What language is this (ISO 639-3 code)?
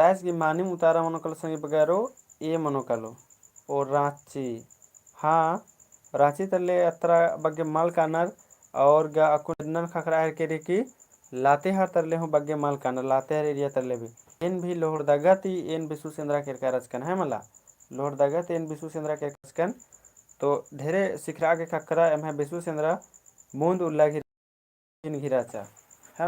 kru